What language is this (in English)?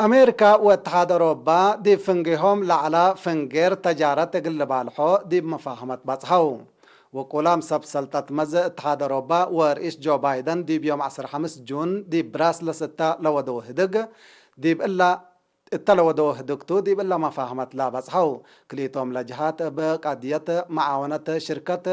Tigre